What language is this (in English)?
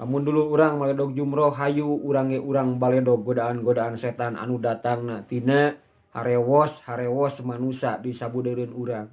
Sundanese